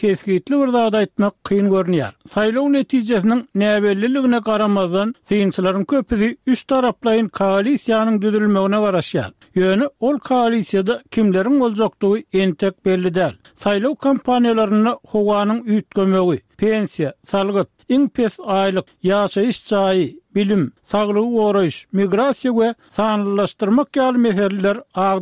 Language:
Turkmen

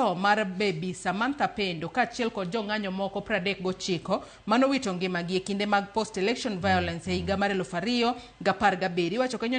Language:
Luo (Kenya and Tanzania)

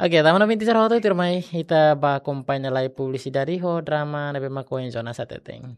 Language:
Tetum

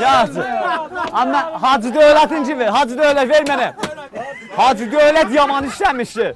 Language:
South Azerbaijani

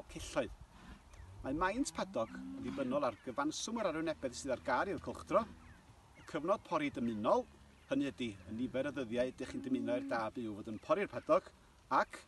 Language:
Welsh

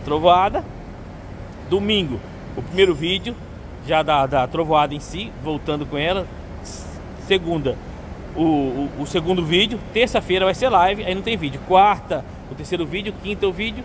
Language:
Portuguese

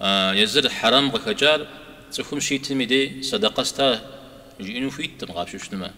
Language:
Kabardian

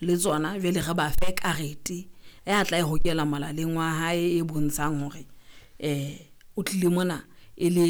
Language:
Southern Sotho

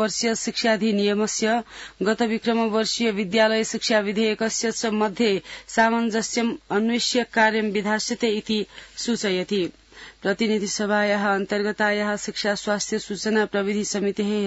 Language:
Sanskrit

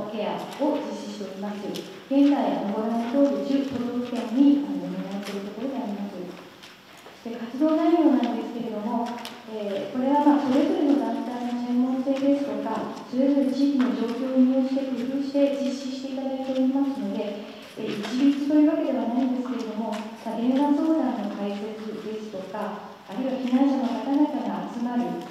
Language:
Japanese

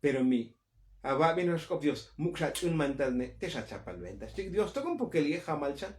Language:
Tzotzil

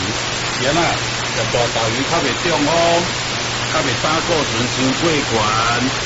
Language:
Min Nan Chinese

